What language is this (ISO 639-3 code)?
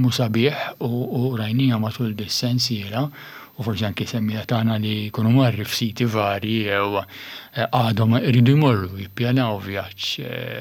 mlt